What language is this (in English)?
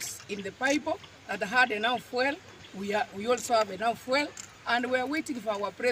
Gusii